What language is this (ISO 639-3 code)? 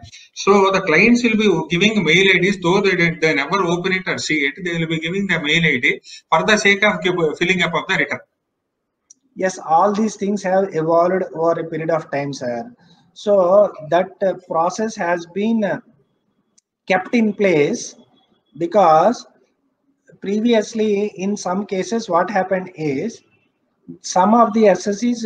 eng